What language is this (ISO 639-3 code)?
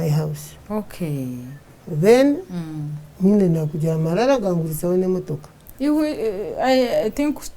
nyn